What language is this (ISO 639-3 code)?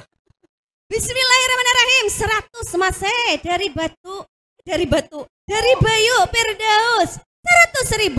bjn